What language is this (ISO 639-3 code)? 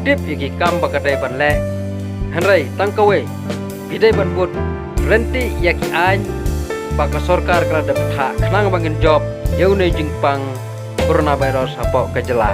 kha